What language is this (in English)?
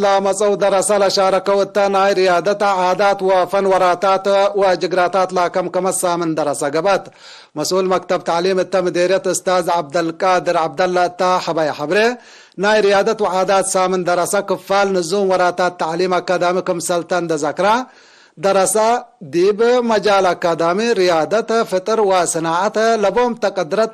Tigre